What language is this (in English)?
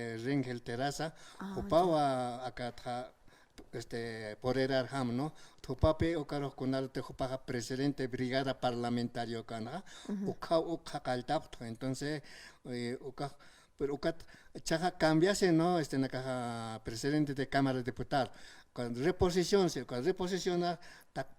Aymara